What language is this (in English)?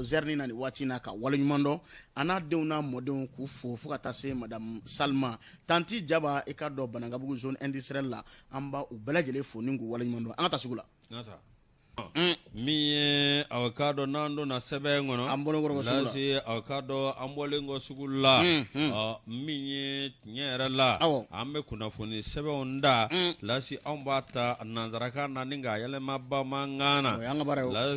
Bambara